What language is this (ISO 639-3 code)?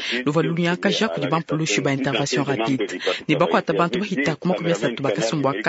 lua